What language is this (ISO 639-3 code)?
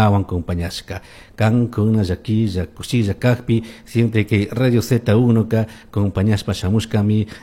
qug